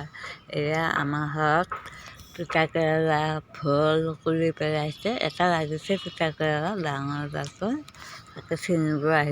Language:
Assamese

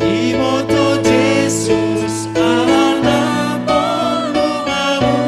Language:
Batak Simalungun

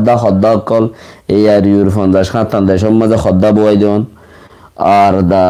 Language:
Rohingya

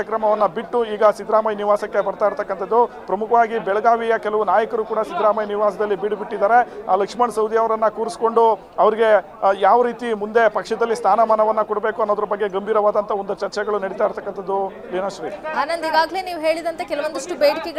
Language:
Kannada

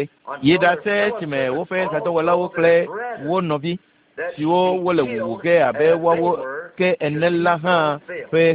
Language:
Ewe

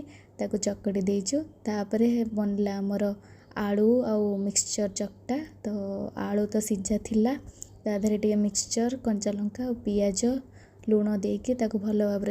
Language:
Odia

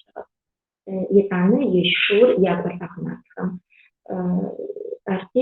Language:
Adyghe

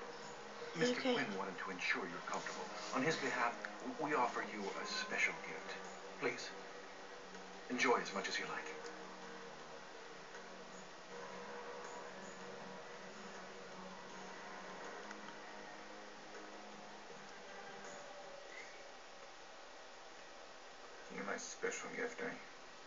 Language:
English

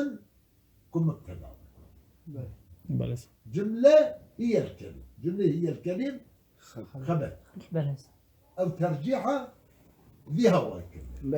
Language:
Kurdish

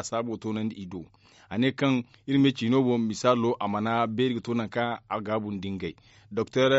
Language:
Zarma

